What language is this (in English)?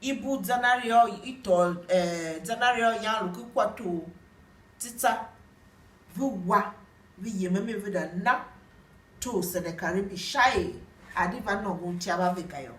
Tiv